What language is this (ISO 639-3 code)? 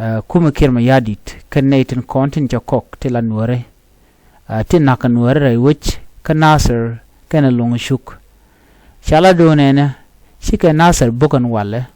nus